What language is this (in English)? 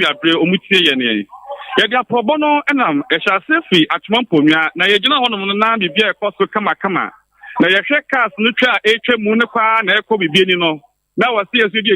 Akan